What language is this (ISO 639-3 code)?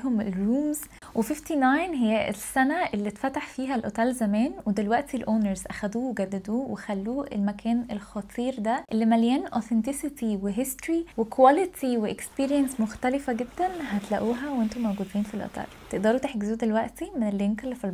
arz